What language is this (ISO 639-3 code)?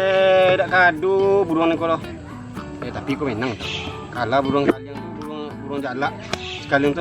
min